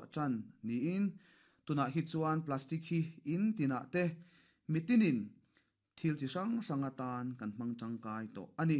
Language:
Mizo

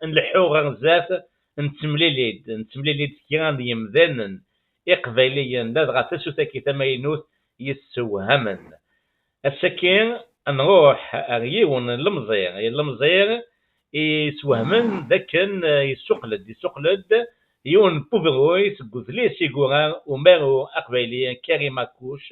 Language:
Kabyle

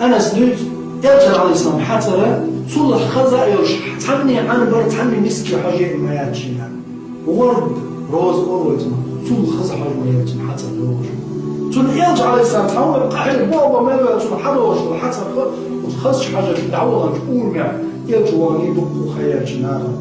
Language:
Chechen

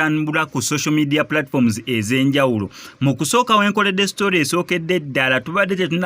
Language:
Ganda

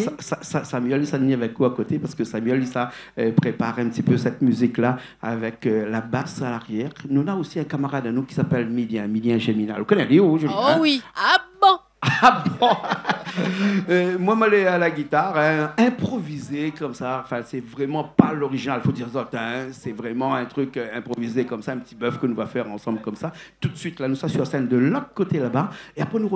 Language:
Réunion Creole French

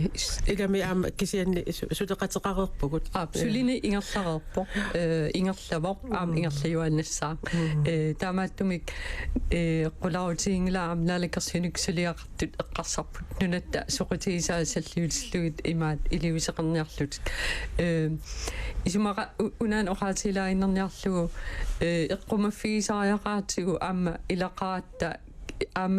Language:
Kalaallisut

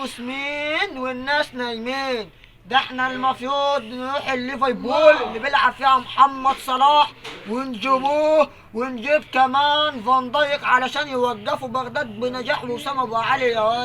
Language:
Egyptian Arabic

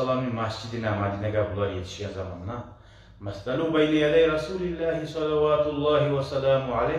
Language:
Kumyk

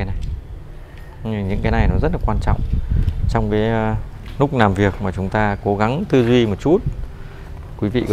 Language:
Vietnamese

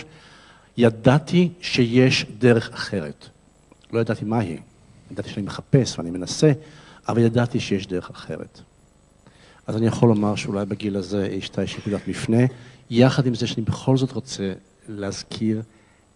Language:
Hebrew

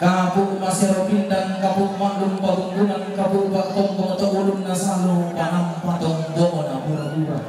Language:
Toraja-Sa'dan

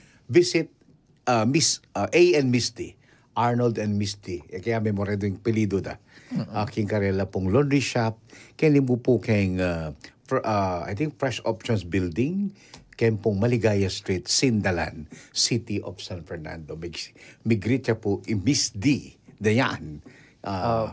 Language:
Pampanga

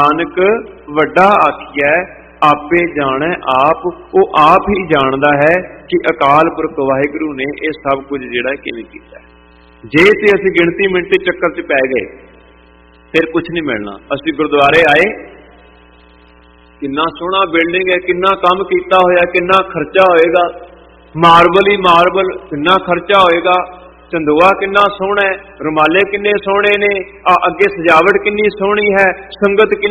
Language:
Punjabi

